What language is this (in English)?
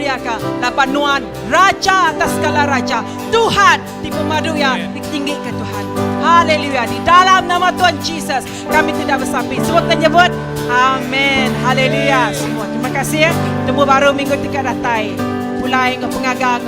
Iban